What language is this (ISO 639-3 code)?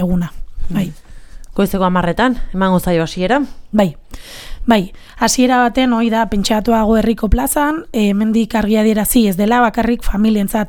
eus